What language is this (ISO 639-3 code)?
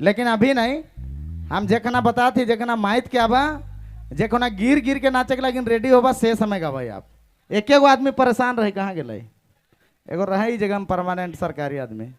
sck